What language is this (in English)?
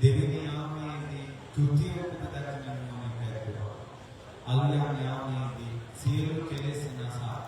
Sinhala